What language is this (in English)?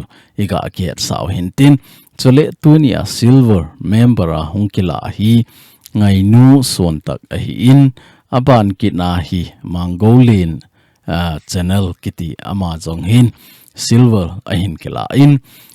Thado Chin